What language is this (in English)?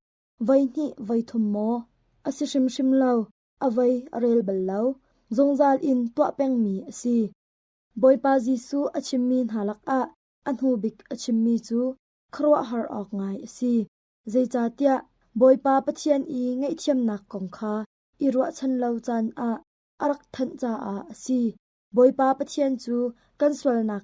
Hakha Chin